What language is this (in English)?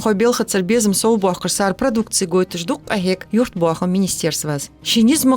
Ingush